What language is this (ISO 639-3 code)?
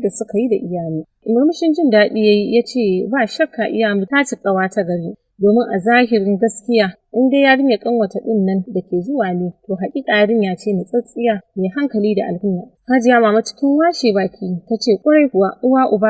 hau